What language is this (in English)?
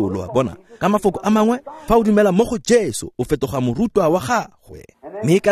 Tswana